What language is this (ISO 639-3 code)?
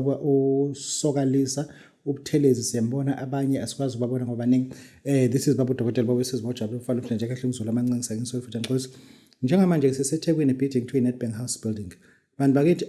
zul